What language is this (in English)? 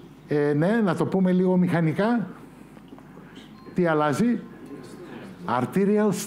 Greek